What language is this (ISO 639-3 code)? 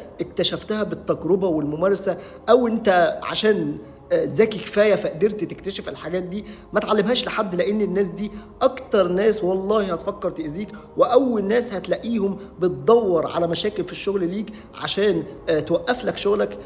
arz